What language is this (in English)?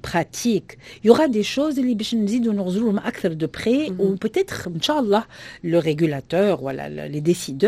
Tunisian Arabic